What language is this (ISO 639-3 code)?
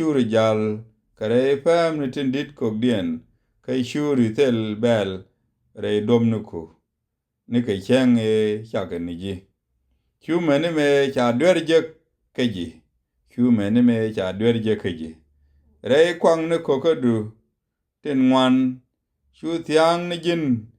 nus